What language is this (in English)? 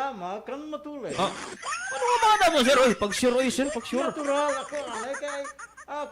Waray